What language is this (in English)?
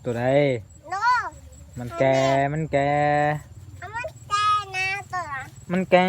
Lao